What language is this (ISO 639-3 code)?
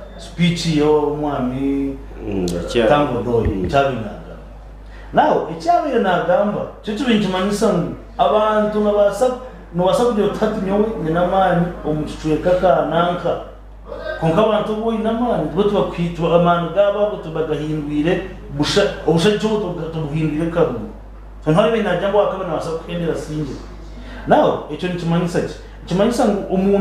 nyn